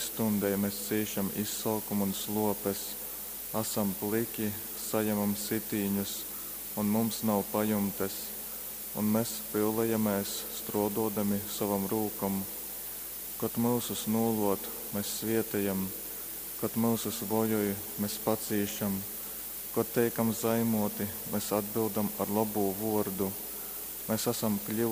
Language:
Latgalian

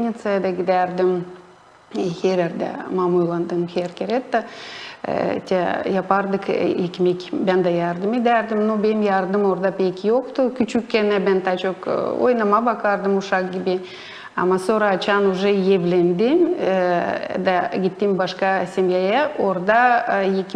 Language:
Gagauz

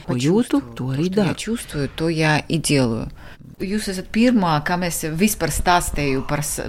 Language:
Latvian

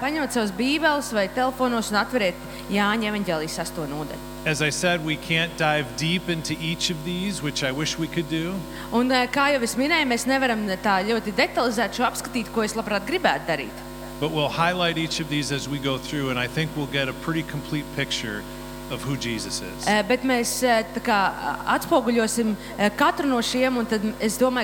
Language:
Latvian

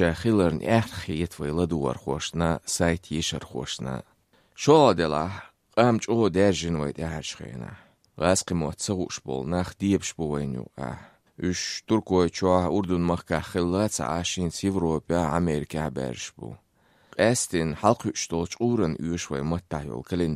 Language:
Chechen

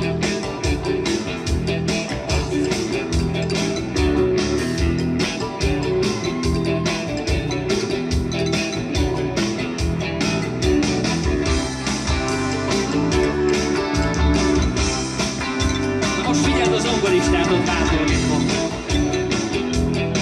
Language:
Hungarian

